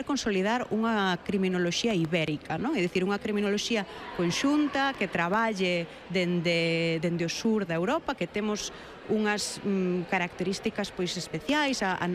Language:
Galician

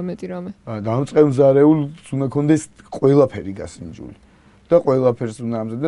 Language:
Georgian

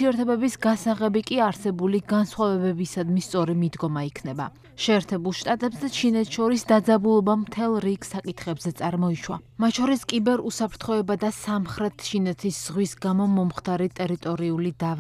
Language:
Georgian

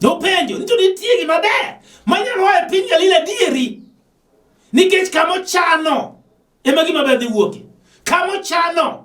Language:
Luo (Kenya and Tanzania)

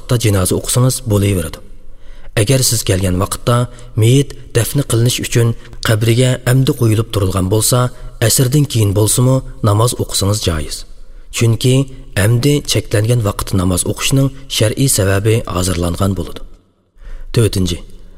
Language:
Uyghur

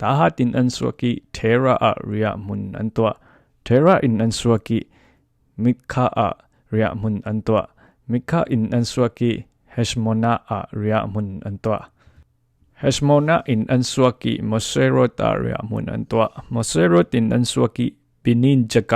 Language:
Falam Chin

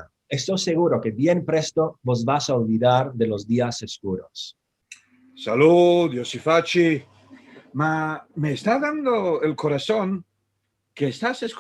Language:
Ladino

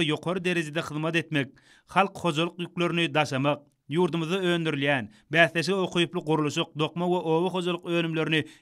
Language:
Turkmen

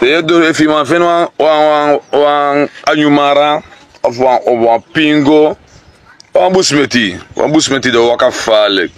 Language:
Sranan Tongo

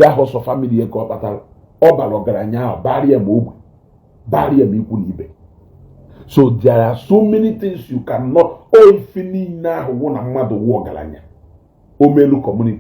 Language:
Igbo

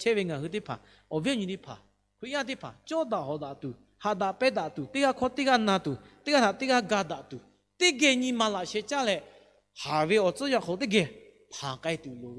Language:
Lahu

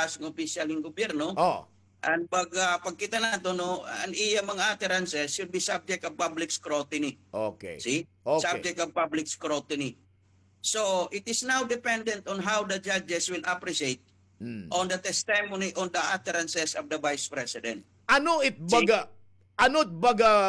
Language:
Waray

